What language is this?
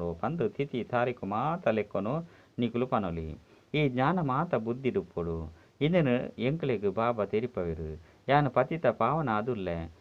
Tulu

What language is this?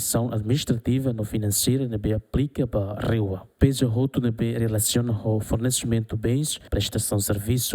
Tetum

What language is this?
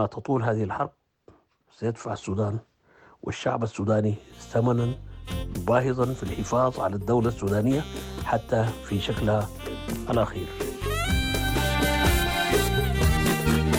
Arabic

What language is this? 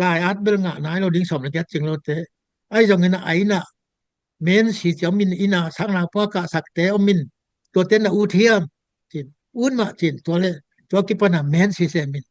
Tedim Chin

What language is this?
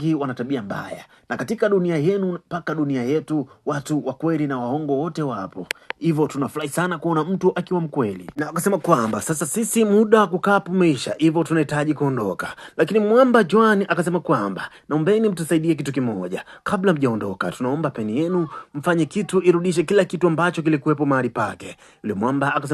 Swahili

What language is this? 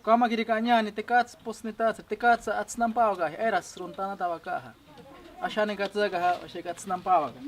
Ashéninka Perené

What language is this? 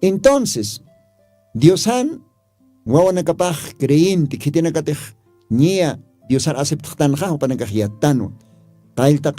Aymara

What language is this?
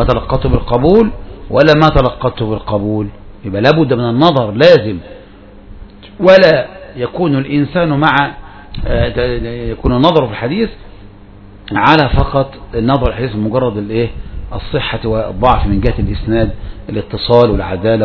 Arabic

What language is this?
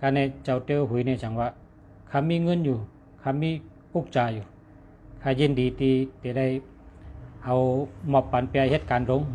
Shan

